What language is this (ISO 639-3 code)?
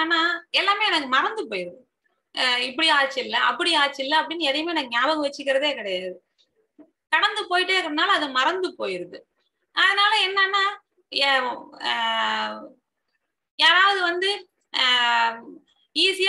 tam